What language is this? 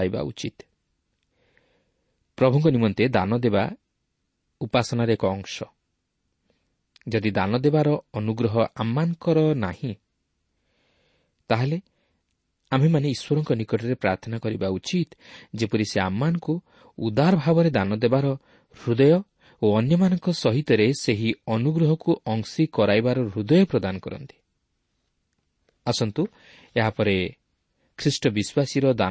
Odia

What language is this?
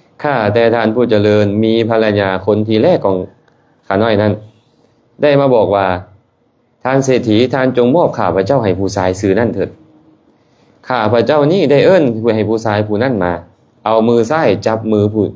Lao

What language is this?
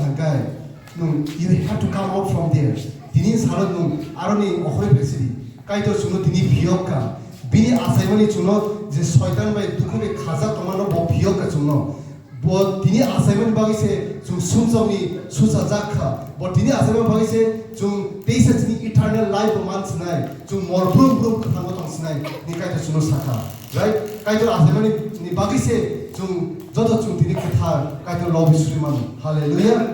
Kok Borok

